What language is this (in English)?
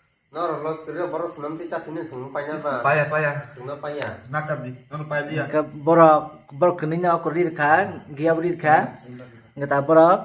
Kok Borok